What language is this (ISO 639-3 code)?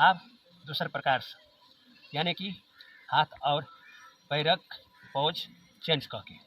mai